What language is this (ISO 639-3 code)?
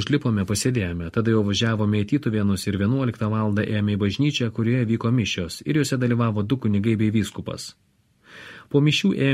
lit